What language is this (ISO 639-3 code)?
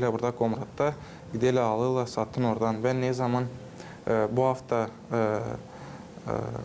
gag